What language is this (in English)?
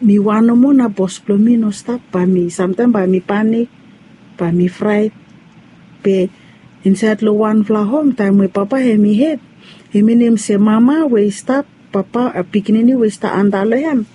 Bislama